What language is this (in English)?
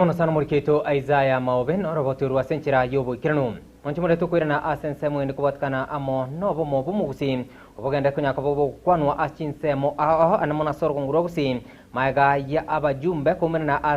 Gusii